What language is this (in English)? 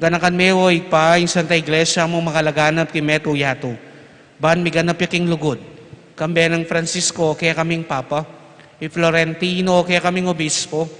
Pampanga